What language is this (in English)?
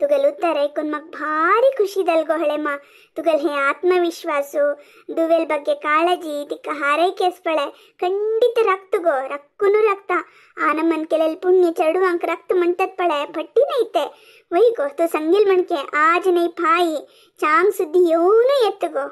Konkani